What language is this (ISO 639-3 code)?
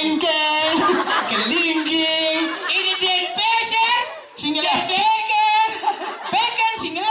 ban